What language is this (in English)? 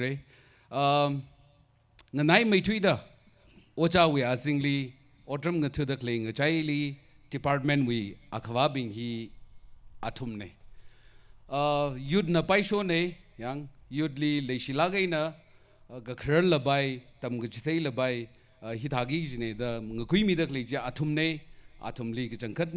Tangkhul Naga (India)